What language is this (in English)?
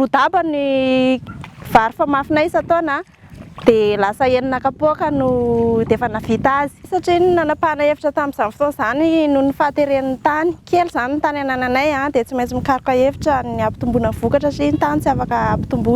Malagasy